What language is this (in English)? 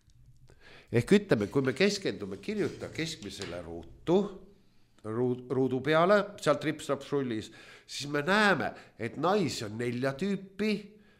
Estonian